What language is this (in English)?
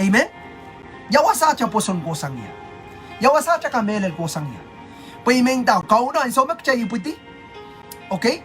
Pohnpeian